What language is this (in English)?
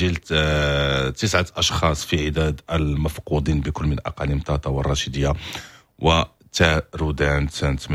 Moroccan Arabic